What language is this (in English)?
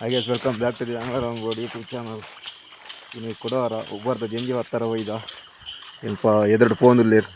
Tulu